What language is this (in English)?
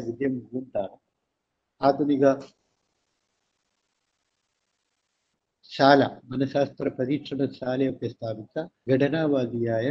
Malayalam